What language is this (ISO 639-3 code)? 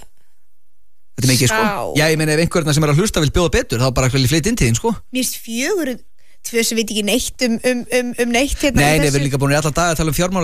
isl